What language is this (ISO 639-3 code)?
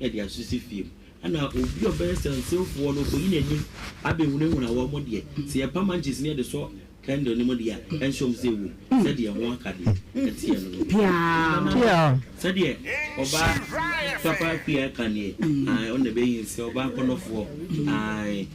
aka